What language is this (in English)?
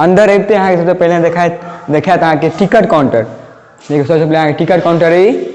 Maithili